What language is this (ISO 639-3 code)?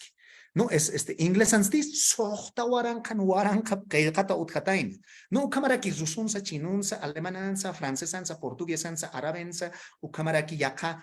aym